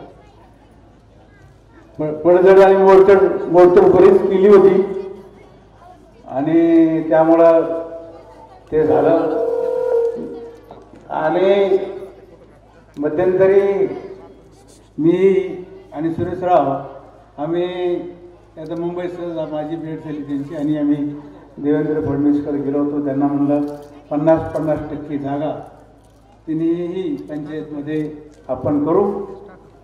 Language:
Marathi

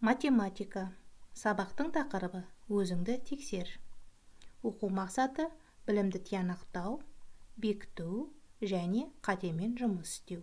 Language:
Kazakh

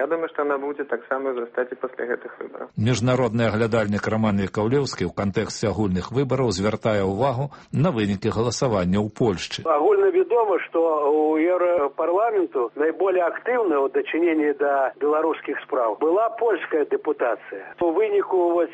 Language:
Belarusian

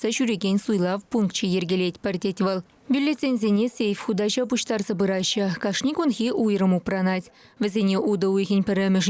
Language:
Chuvash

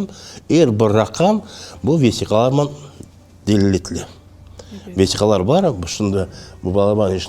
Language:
Crimean Tatar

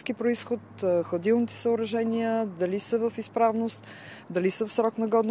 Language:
Bulgarian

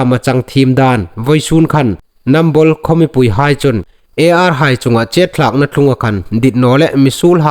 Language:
Hmar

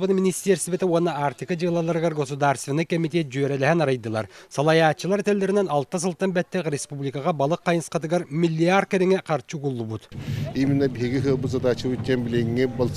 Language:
Yakut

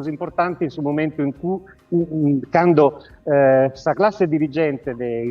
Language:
Sardinian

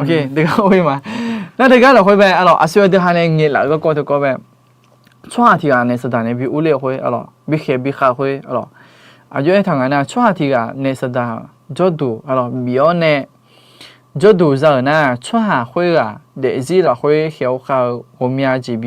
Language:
Akha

